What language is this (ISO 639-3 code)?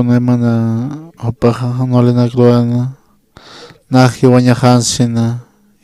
aym